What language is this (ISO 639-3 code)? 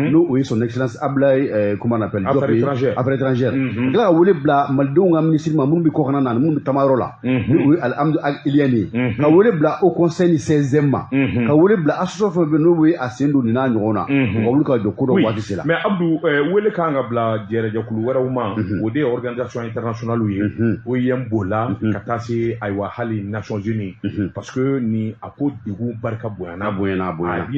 bam